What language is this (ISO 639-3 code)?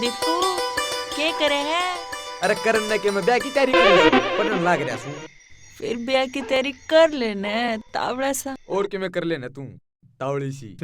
bgc